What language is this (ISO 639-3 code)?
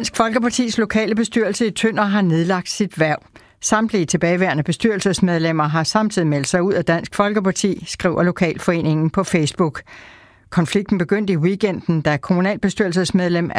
dan